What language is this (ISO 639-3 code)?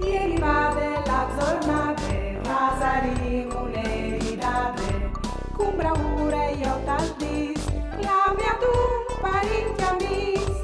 fur